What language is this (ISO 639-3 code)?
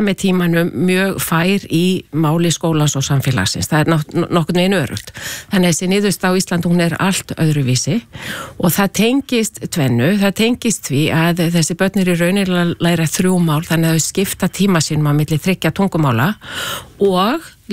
isl